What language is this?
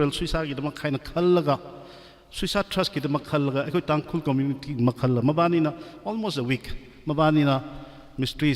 Tangkhul Naga (India)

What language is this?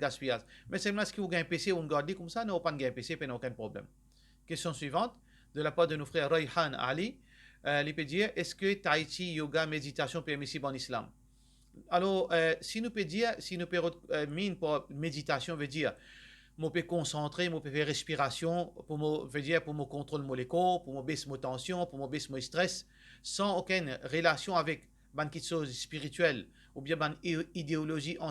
Morisyen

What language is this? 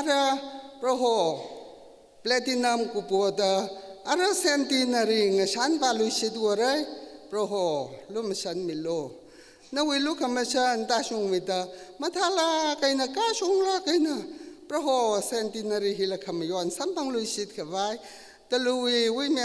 Tangkhul Naga (India)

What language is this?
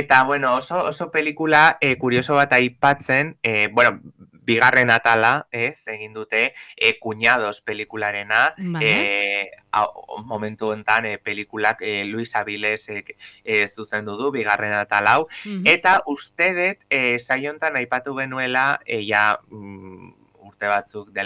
Basque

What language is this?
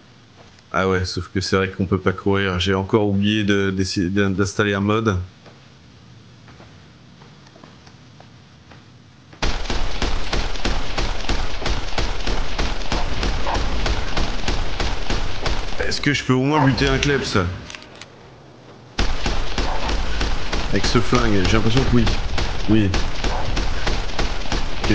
French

